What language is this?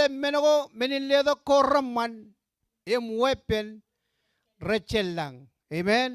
Marshallese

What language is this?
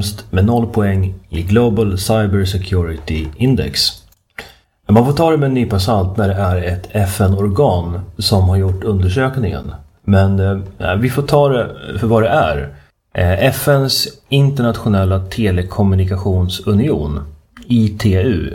Swedish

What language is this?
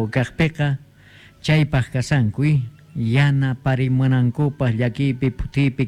South Bolivian Quechua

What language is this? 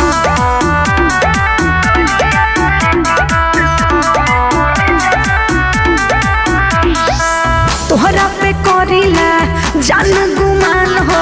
Bhojpuri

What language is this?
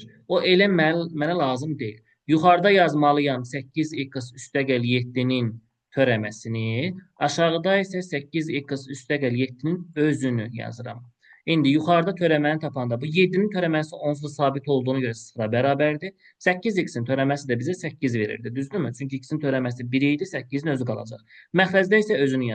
Azerbaijani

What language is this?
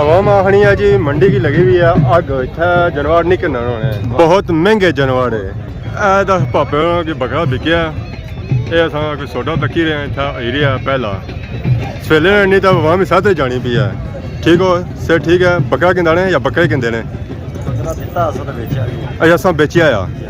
Pahari-Potwari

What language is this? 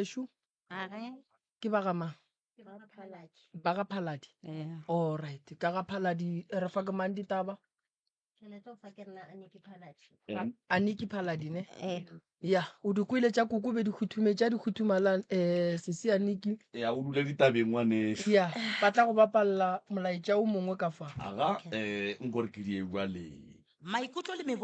Northern Sotho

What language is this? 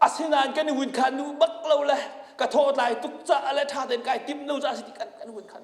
Hakha Chin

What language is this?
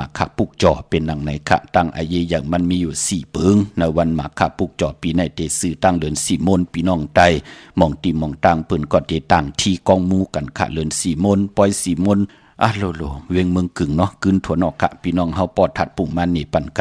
Shan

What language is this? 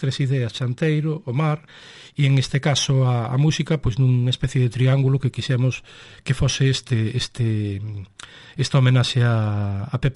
Galician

